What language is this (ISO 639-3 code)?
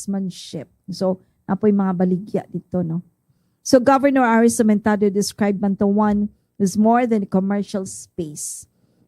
ceb